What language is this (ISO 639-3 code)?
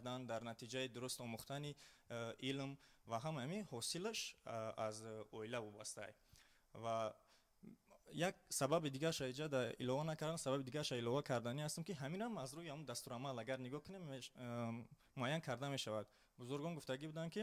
tgk